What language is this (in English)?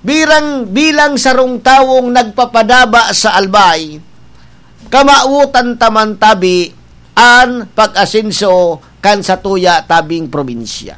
Bikol